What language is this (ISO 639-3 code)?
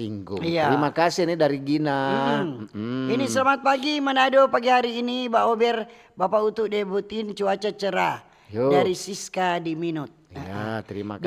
xmm